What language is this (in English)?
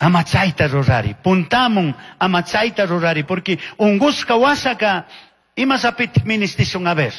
Chimborazo Highland Quichua